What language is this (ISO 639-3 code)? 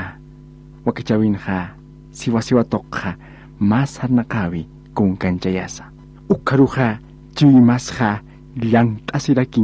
aym